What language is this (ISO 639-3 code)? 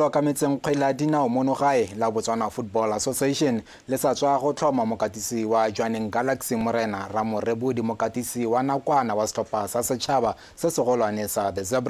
tsn